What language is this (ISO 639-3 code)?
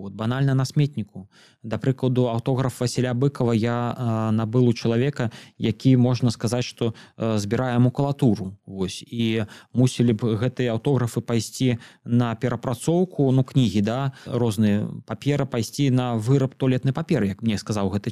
bel